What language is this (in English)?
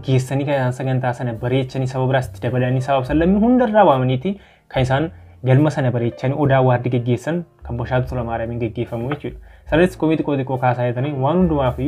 Oromo